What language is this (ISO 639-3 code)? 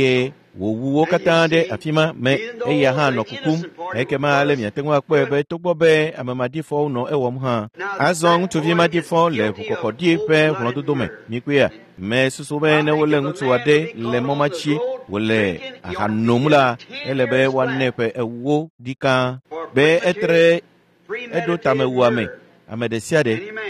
ewe